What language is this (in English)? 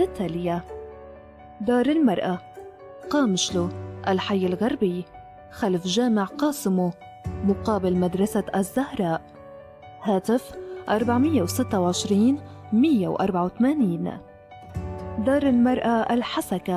North Levantine Arabic